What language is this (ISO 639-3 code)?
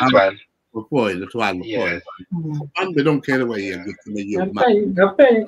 ach